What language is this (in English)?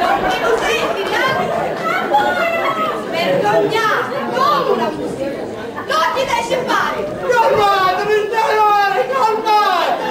Sicilian